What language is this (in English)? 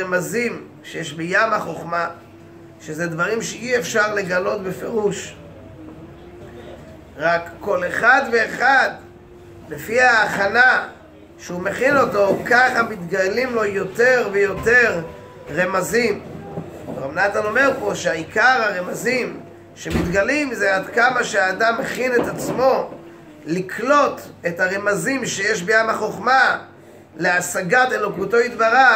Hebrew